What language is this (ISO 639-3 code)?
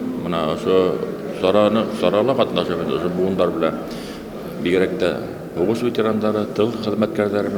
bak